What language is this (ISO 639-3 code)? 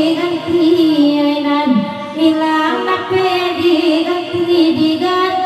min